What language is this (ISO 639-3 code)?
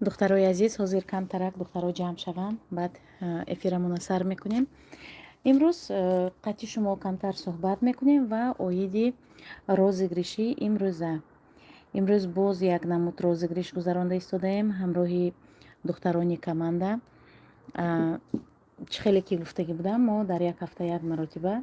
tgk